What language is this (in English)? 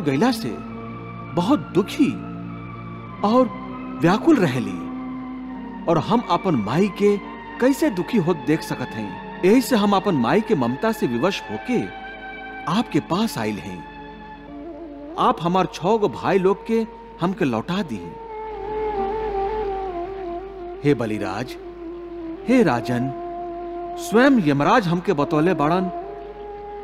Bhojpuri